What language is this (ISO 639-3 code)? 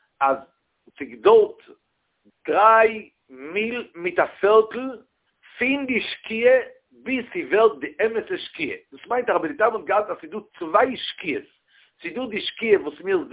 yid